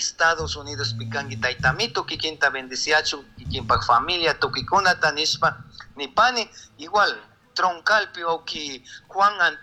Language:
Chimborazo Highland Quichua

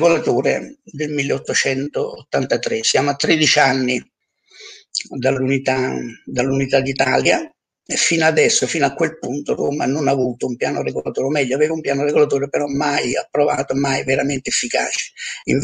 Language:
Italian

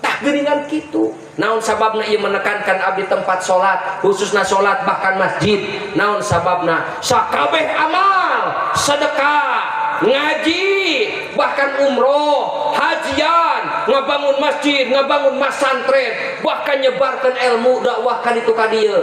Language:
Sundanese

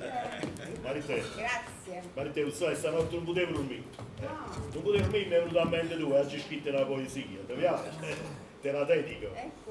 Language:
Neapolitan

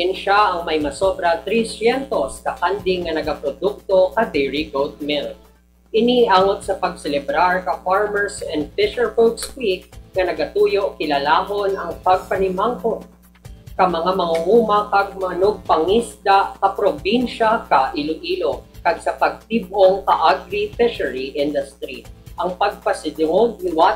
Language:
Hiligaynon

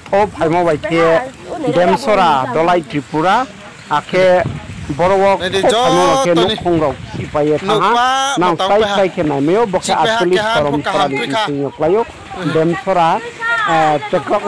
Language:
Riang (India)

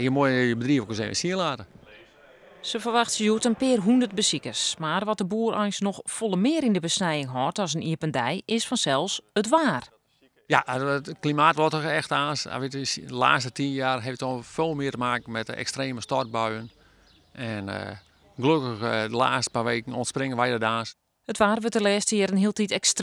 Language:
Western Frisian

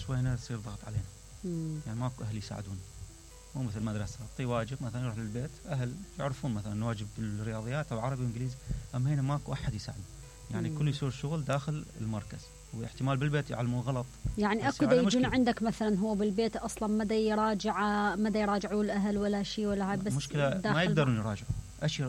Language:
Mesopotamian Arabic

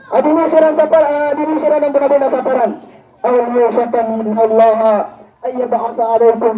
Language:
Maranao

